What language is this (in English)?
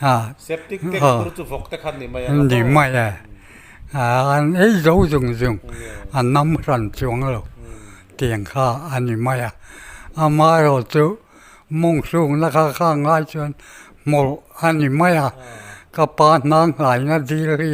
Mizo